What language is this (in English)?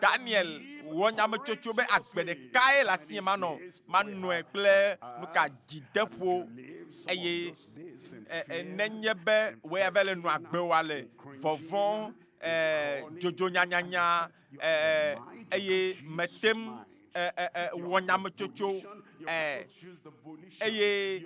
Ewe